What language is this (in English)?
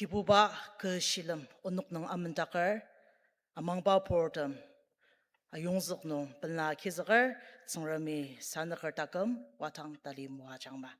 Ao Naga